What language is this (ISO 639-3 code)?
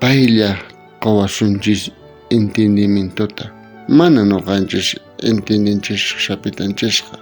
quh